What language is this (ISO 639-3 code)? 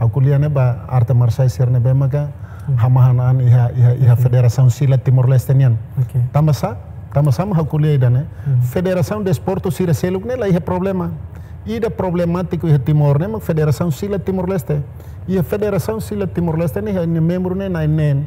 tet